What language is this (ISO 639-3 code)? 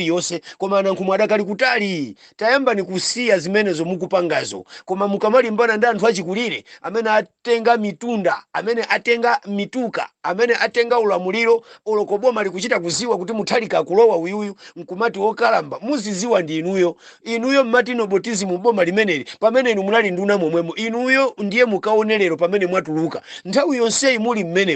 nya